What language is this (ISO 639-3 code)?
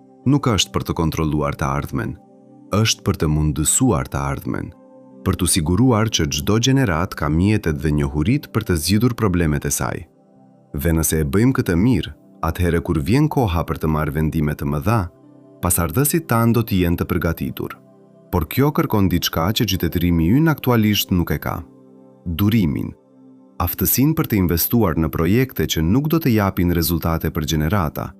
sqi